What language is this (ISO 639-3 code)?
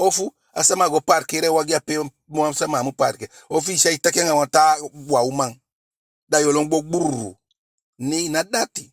djk